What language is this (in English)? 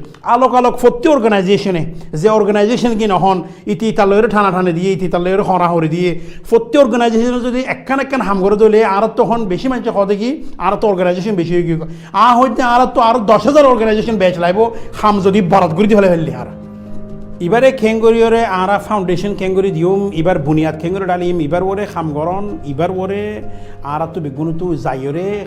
Rohingya